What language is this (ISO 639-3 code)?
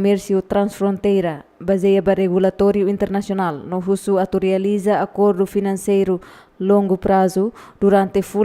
tet